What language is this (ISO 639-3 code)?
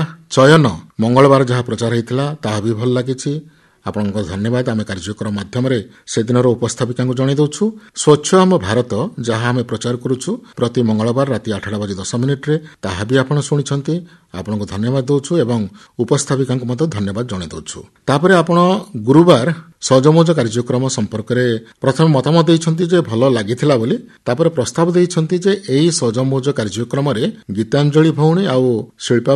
ori